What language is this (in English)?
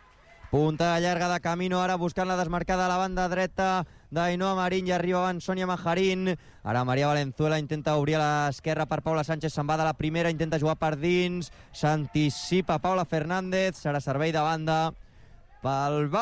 Catalan